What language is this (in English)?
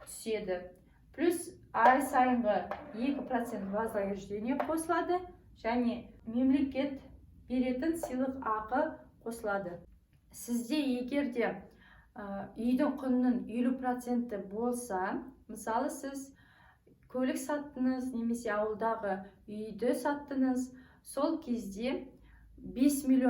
Kazakh